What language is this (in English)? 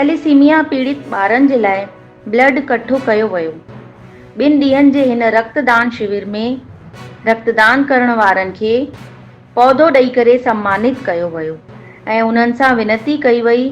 Sindhi